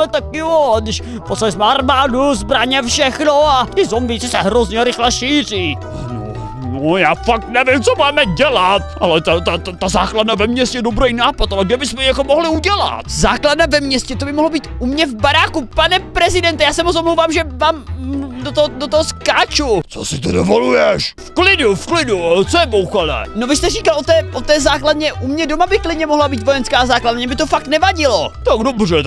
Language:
Czech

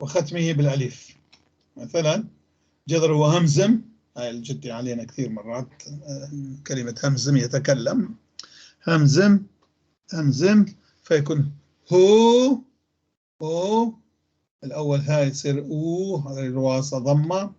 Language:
North Levantine Arabic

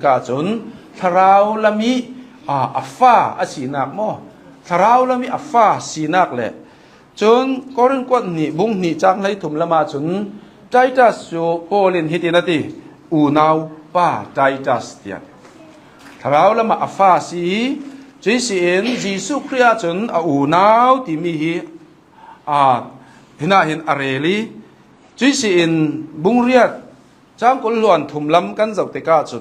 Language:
Hakha Chin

